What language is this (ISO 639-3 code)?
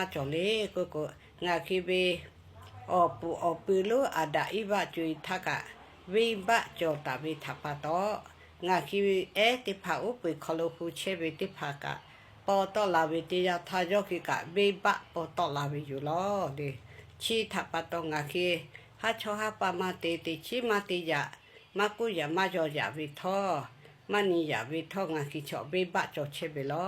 lhu